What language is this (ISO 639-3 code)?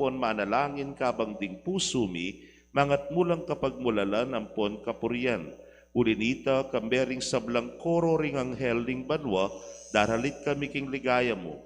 pam